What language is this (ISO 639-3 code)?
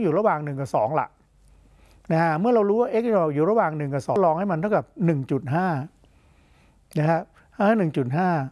tha